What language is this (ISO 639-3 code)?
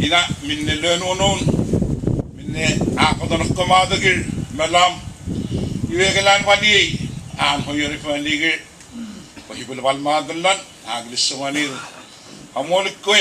puw